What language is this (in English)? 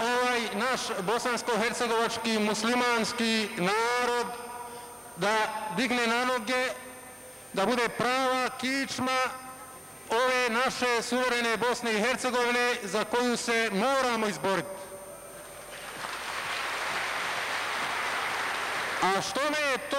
Bosnian